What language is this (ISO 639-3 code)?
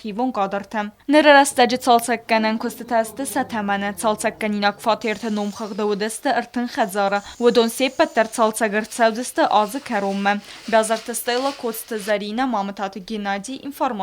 oss